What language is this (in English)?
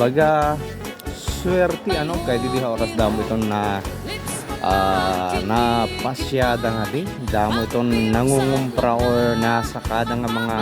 Waray